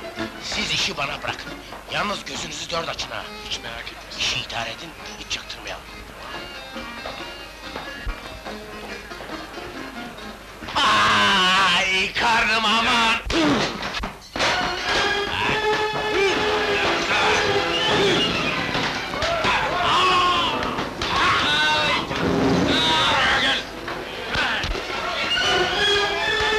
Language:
Turkish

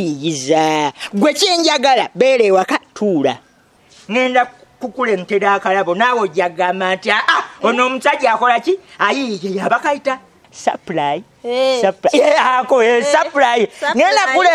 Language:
Ganda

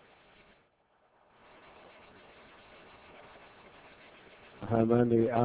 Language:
Burmese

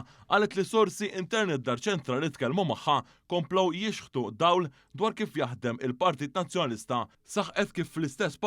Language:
Maltese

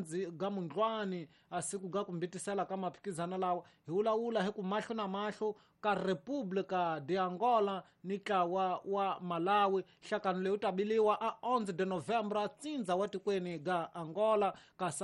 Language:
Tsonga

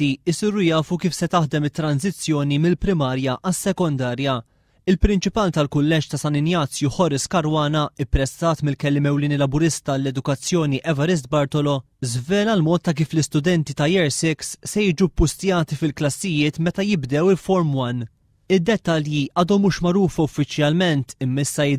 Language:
Maltese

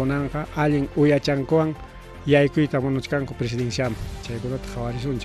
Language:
Ayacucho Quechua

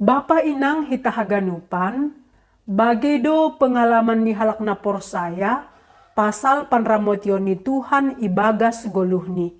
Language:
Batak Simalungun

